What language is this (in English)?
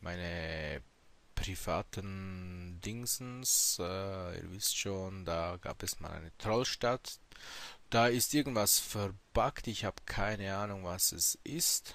Swiss German